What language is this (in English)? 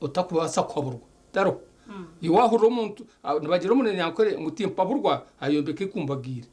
Nyankole